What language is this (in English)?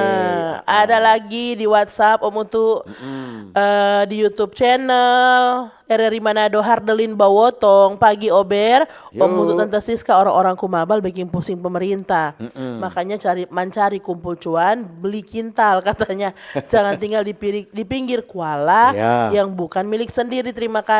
Manado Malay